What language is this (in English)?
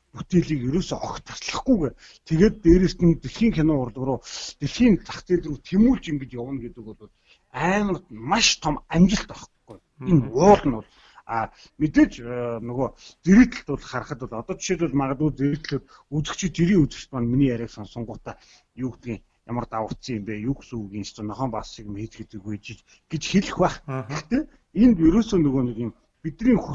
Mongolian